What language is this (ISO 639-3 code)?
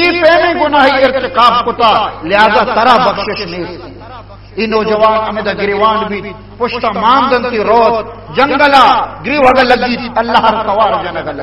bal